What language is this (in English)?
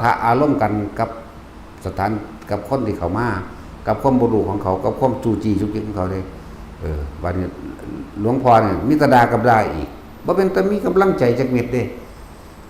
Northeastern Thai